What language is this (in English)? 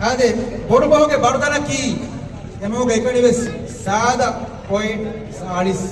Divehi